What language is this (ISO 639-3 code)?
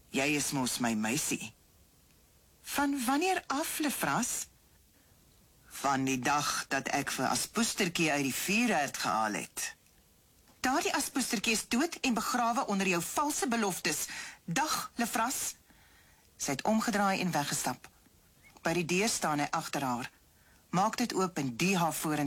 afr